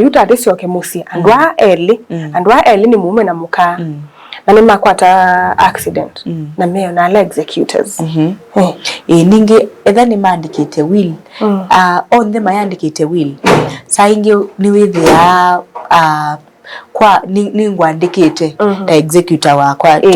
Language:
Kamba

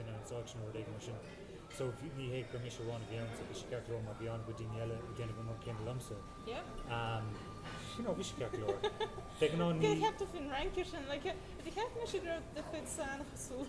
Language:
Irish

